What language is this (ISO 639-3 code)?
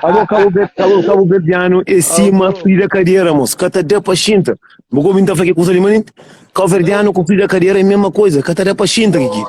kea